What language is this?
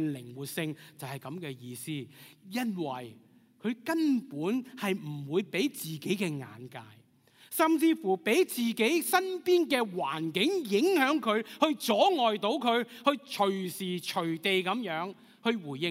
Cantonese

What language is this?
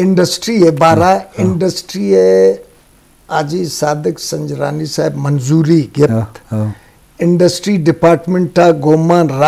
Eastern Balochi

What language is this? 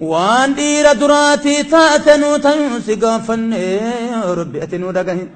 Oromo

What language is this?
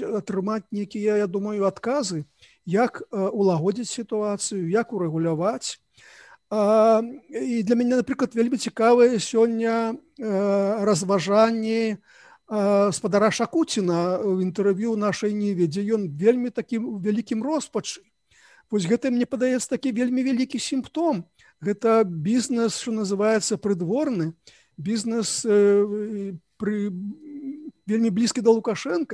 Belarusian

